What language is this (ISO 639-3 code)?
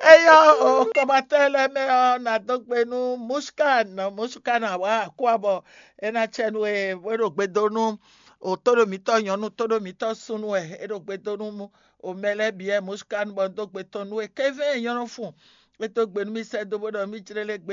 fon